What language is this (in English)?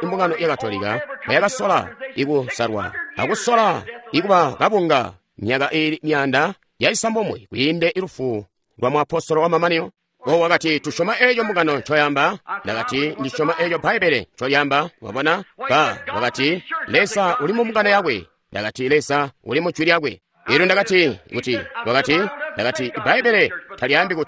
Tonga (Zambia)